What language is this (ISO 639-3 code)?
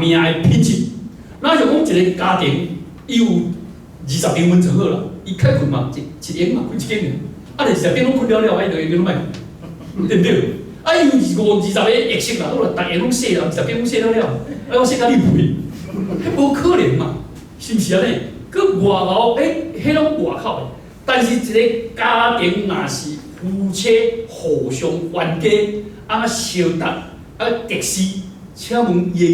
nan